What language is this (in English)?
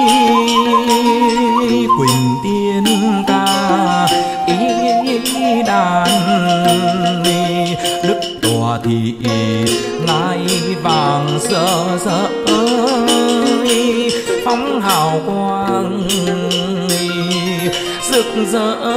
Vietnamese